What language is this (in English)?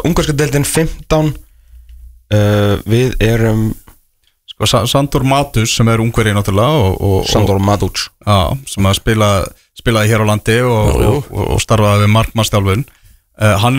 Icelandic